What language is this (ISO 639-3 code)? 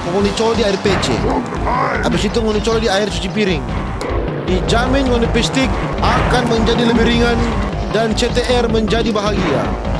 xmm